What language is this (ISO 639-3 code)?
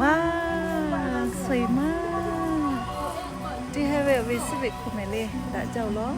lhu